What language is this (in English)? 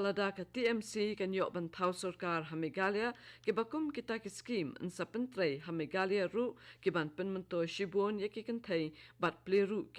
Khasi